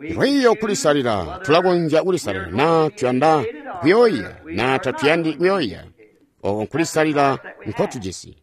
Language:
Tonga (Zambia)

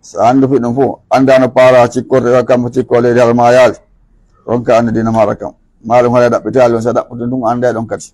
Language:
Fula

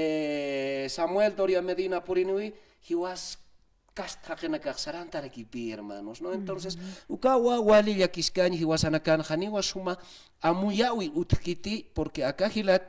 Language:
Aymara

